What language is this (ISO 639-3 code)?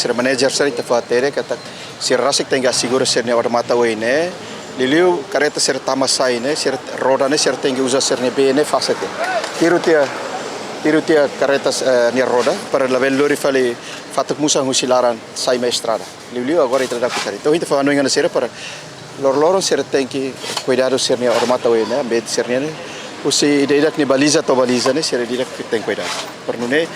tet